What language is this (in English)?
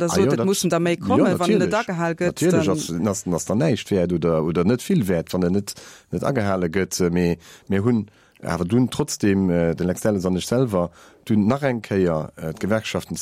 Luxembourgish